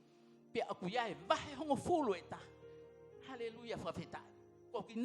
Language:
Tongan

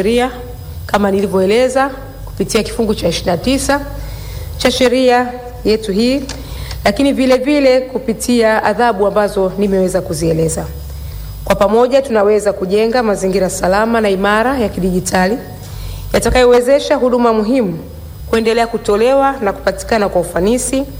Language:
Swahili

